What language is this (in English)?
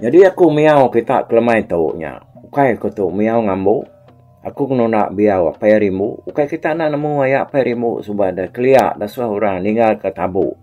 Iban